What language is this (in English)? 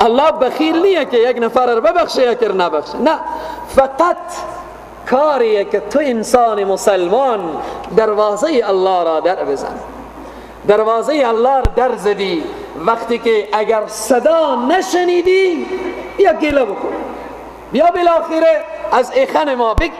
Persian